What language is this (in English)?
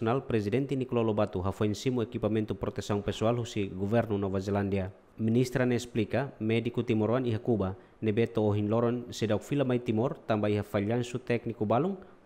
Tetum